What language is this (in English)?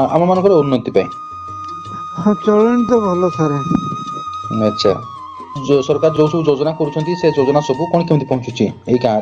Odia